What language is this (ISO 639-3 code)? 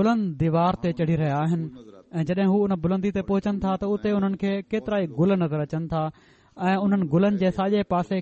snd